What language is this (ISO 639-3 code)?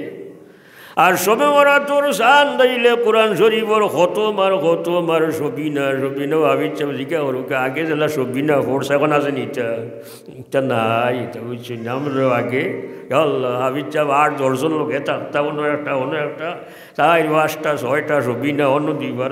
syl